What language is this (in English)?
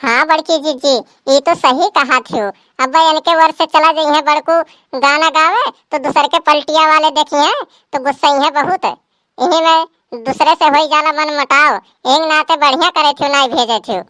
Awadhi